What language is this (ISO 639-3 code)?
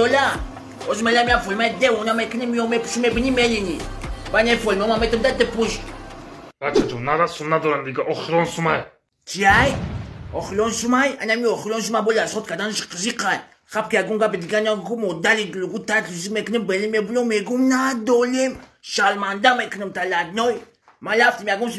tgk